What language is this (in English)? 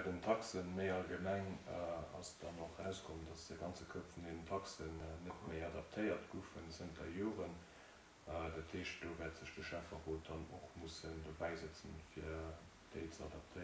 Luxembourgish